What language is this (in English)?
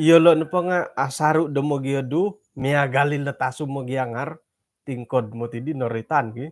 Central Dusun